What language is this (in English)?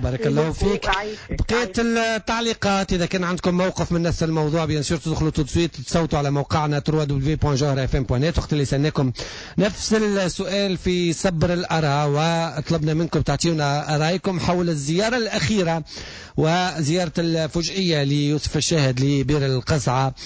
Tunisian Arabic